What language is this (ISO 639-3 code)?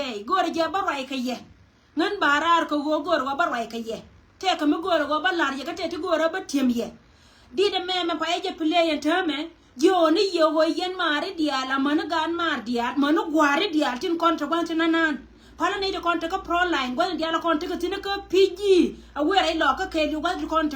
nus